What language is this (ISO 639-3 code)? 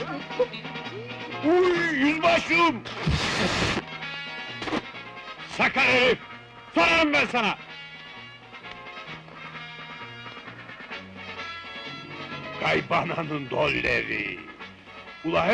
tur